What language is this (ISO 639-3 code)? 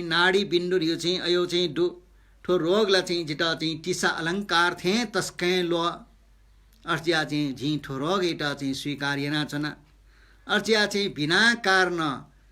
new